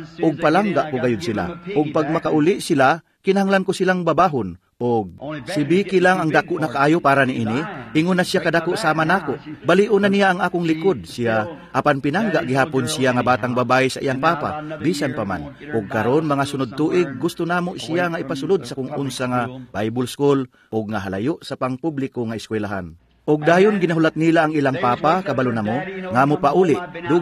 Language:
Cebuano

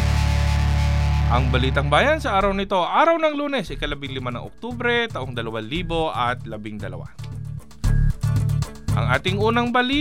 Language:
Filipino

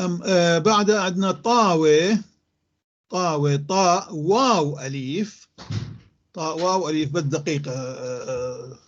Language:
North Levantine Arabic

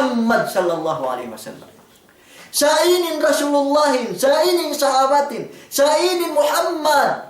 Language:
Yakan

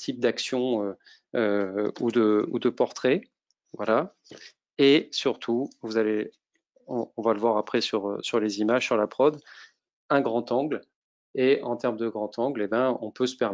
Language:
French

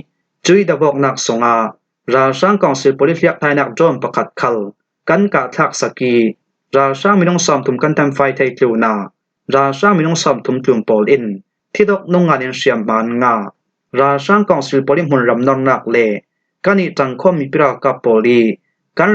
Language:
Falam Chin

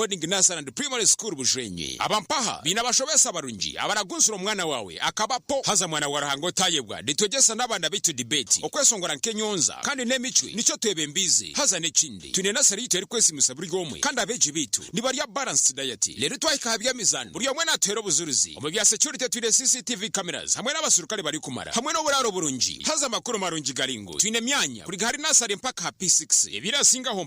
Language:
Nyankole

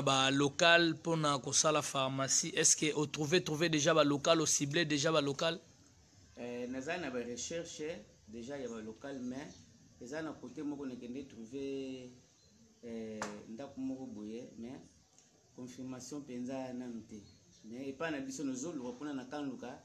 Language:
Lingala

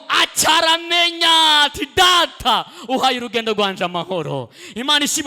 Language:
Rundi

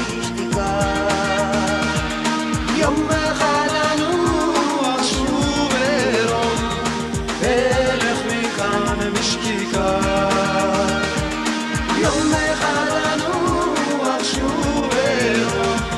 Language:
Hebrew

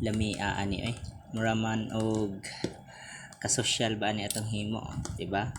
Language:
Cebuano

